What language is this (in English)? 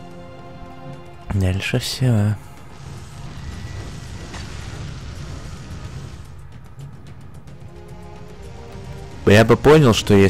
Russian